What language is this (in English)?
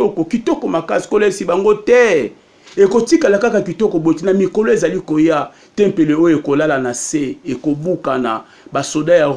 Lingala